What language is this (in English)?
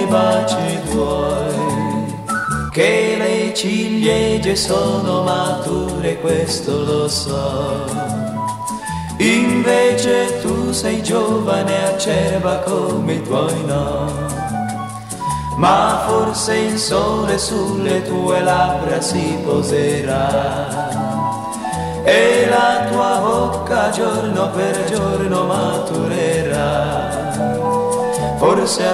Italian